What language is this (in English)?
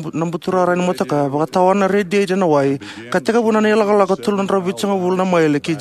Fijian